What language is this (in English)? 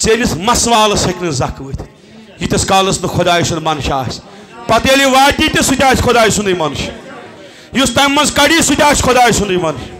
Kashmiri